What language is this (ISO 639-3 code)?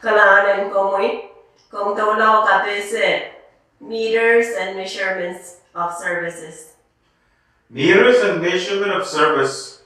pon